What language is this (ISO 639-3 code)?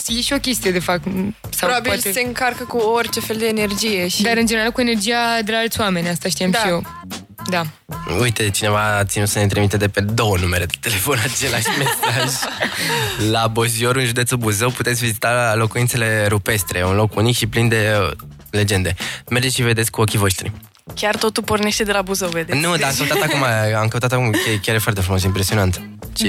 ron